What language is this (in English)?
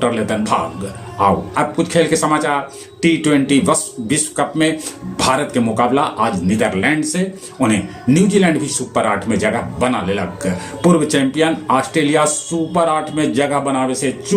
Magahi